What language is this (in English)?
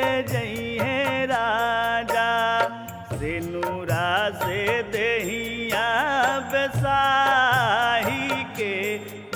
Bhojpuri